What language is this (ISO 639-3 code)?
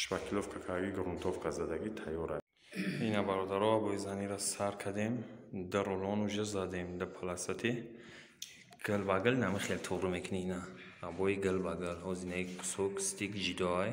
tgk